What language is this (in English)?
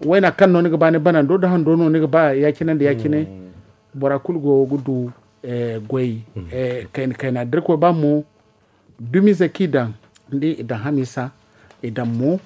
Zarma